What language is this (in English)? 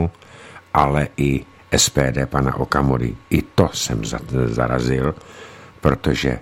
Czech